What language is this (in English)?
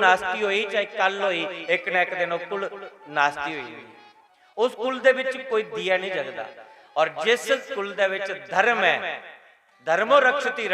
Dogri